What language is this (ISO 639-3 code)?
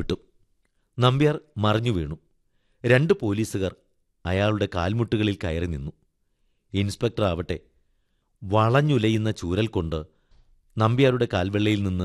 mal